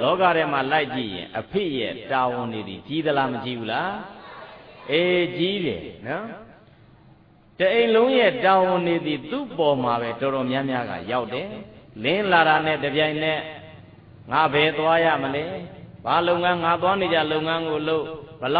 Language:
Burmese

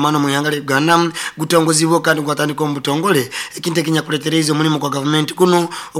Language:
Nyoro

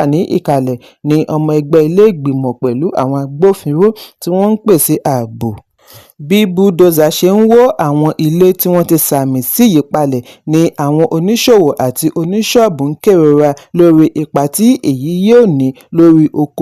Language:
Yoruba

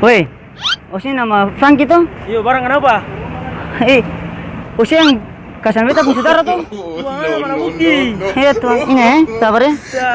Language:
Ambonese Malay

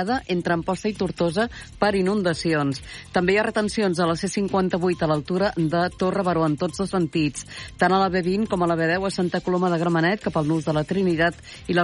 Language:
Catalan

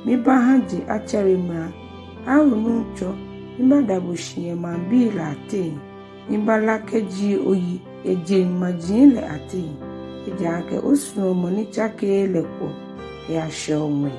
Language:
Ga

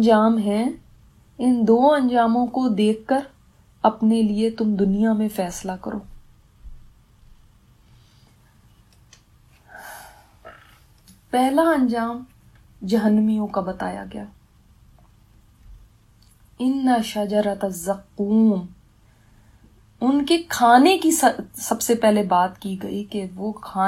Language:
Urdu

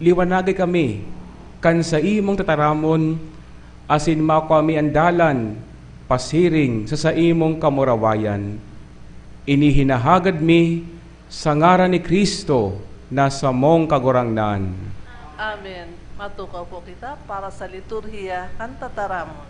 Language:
Bikol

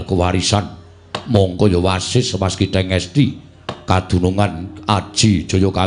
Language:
Javanese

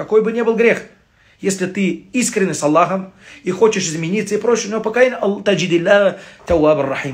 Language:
Russian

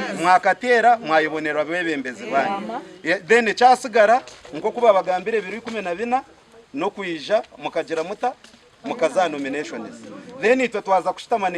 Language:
Nyankole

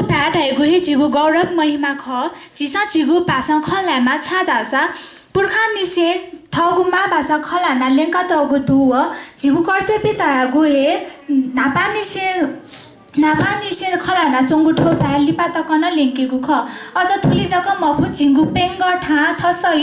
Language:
Newari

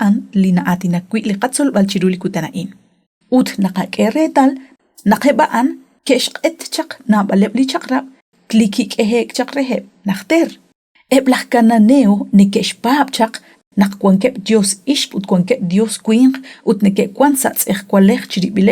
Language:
Kekchí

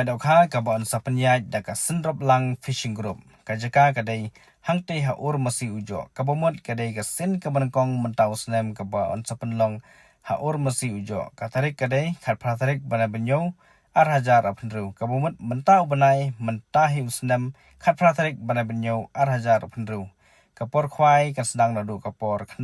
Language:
Khasi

